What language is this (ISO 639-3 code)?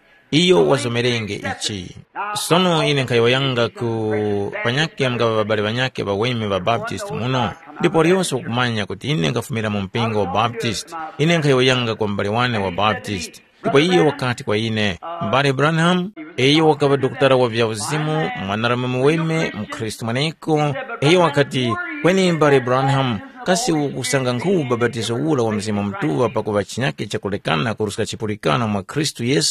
tum